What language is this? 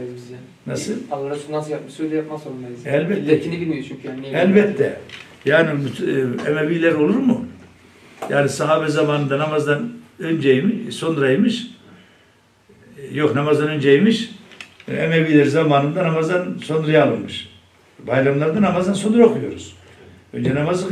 Turkish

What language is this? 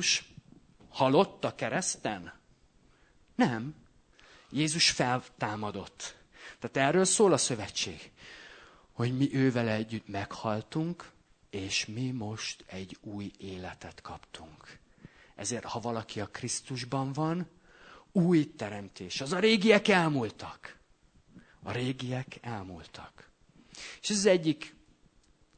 Hungarian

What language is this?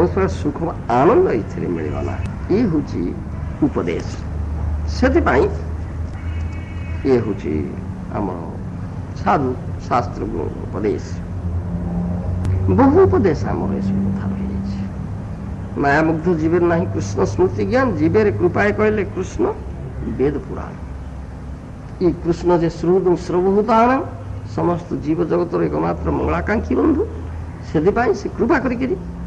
Odia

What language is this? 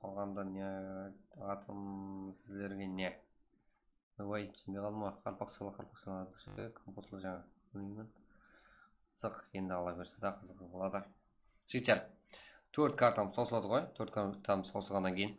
Kara-Kalpak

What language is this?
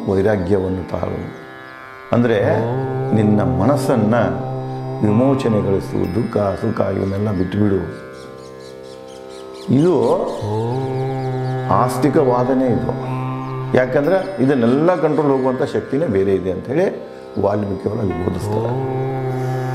Kannada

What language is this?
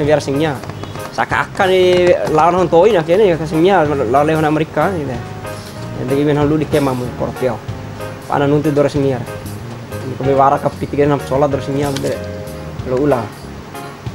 Bima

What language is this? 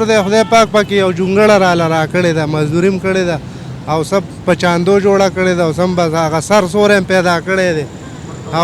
Pashto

